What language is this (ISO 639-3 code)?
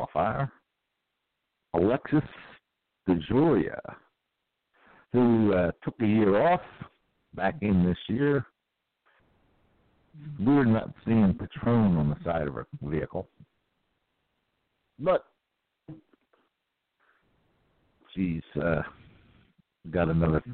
eng